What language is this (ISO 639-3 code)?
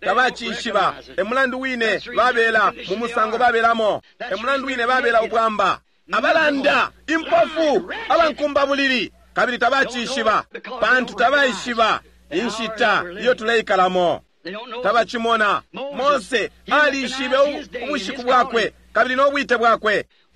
bem